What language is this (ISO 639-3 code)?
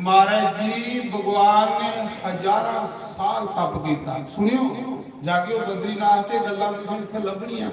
doi